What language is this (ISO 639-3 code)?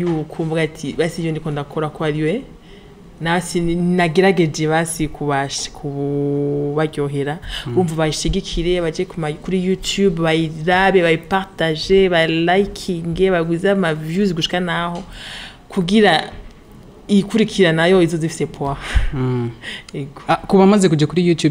run